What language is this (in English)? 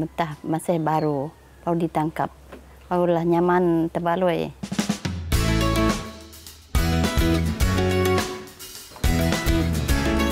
Malay